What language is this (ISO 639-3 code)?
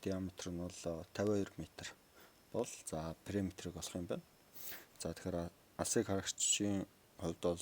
mon